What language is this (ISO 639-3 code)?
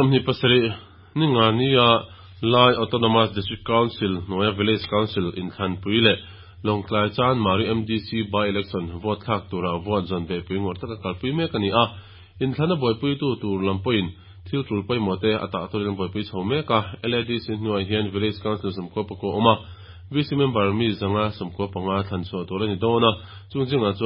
lus